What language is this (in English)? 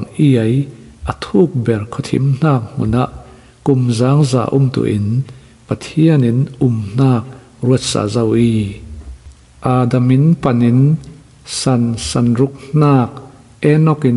Falam Chin